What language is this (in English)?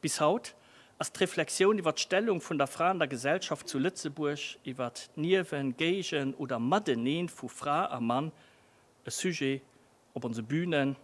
Luxembourgish